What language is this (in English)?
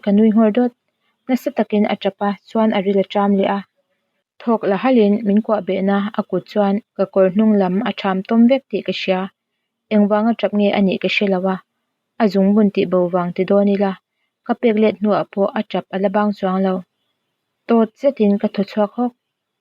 Mizo